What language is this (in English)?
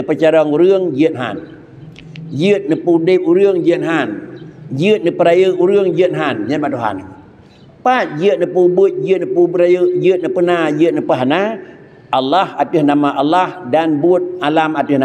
Achinese